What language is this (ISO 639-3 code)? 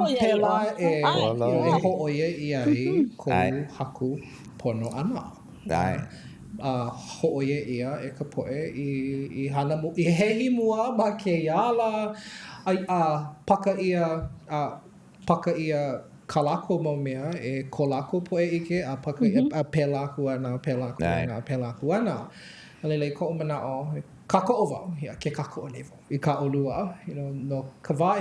haw